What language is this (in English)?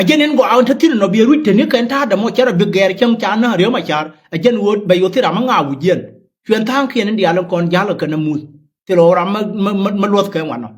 Nuer